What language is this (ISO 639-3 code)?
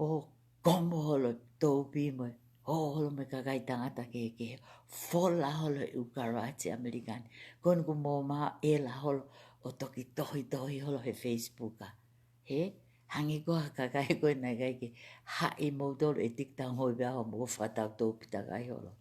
ton